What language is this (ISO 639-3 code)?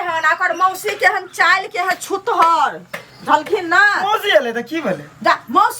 mai